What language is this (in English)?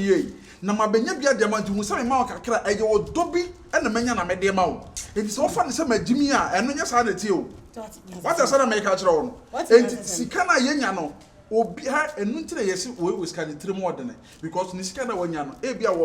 Akan